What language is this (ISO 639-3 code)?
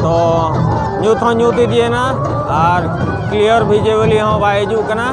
sat